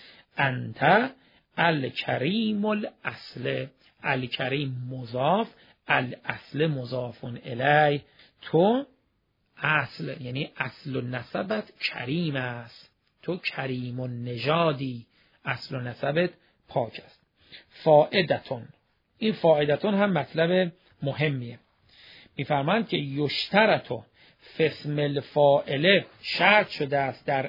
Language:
Persian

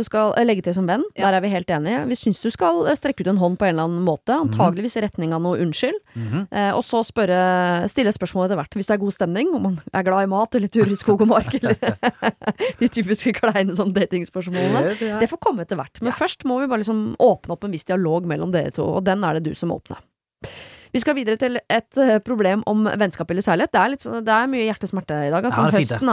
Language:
Norwegian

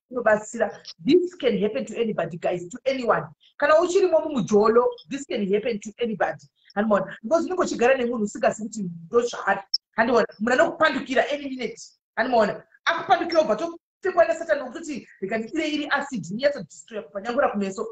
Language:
Shona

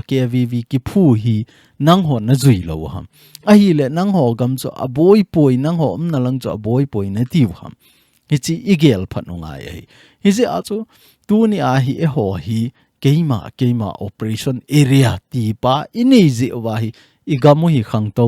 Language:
Thado Chin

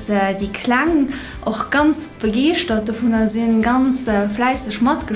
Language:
Luxembourgish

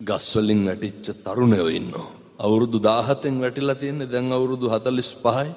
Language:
Sinhala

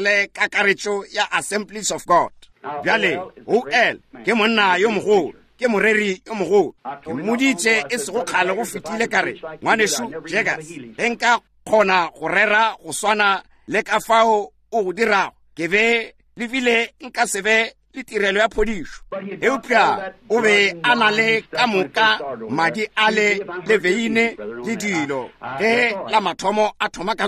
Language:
Northern Sotho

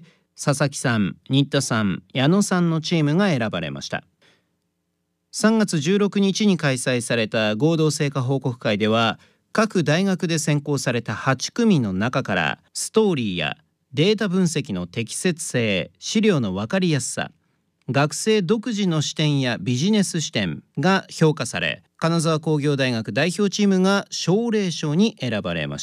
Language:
Japanese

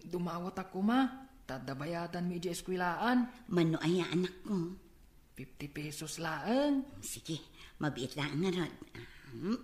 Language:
Iloko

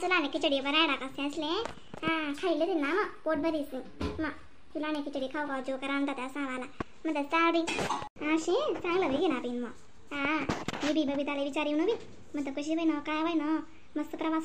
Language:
Khandesi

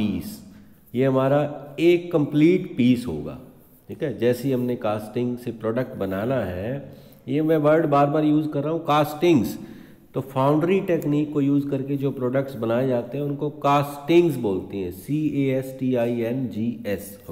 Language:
Hindi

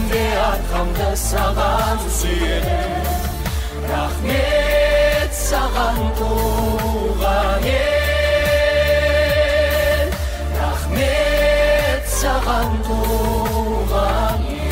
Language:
Kazakh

